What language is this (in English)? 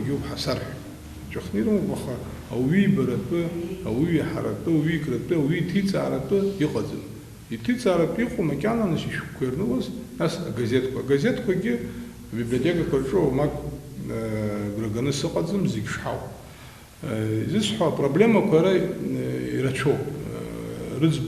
Abkhazian